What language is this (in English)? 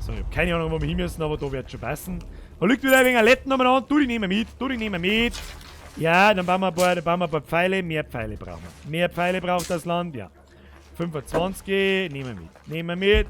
Bavarian